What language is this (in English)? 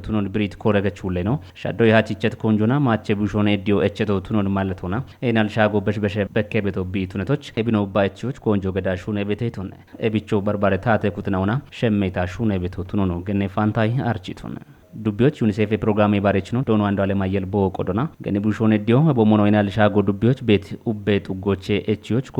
Kafa